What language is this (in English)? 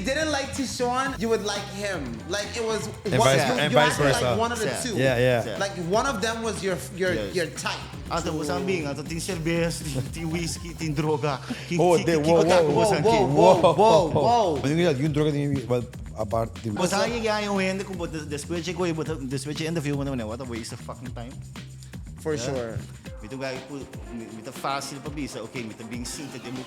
Papiamento